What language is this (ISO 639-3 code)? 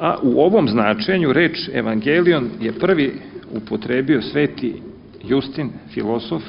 srp